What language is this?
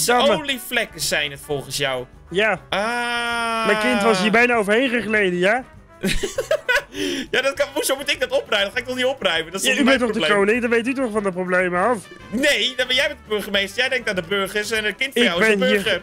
Dutch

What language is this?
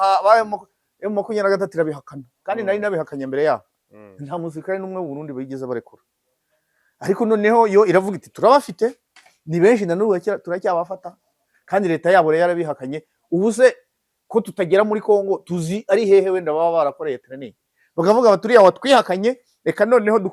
Kinyarwanda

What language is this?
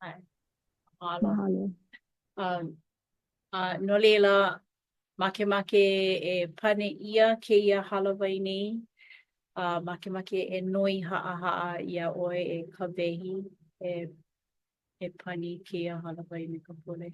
Hawaiian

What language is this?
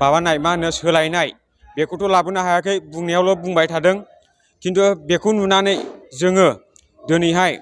Bodo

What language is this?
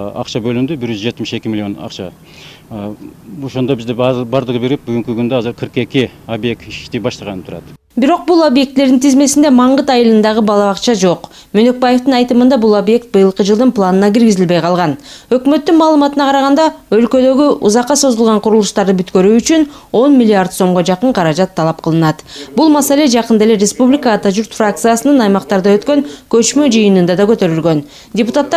Kyrgyz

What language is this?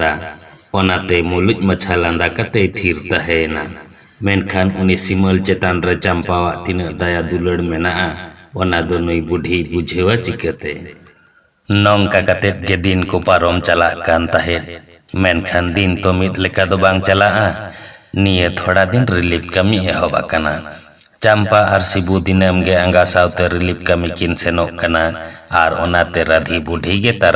Santali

